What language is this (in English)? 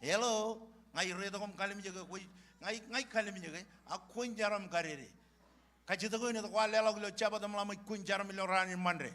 Marshallese